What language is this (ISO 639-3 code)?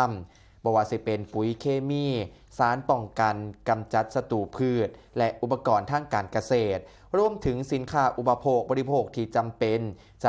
tts